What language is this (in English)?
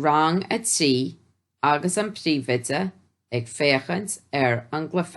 Irish